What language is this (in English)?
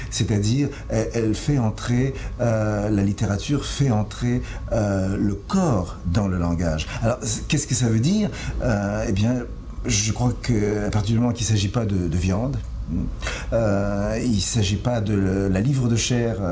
French